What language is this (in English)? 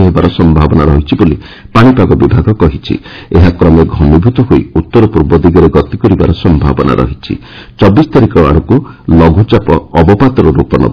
Odia